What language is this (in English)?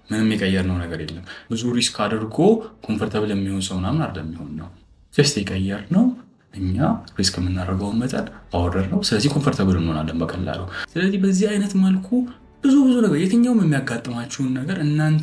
Amharic